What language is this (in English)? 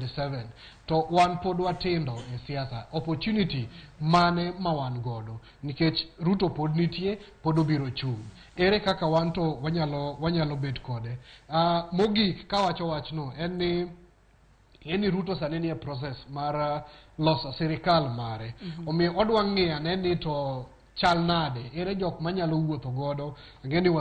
Luo (Kenya and Tanzania)